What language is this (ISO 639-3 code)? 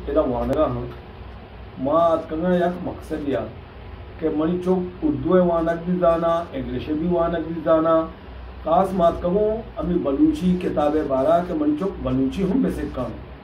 bal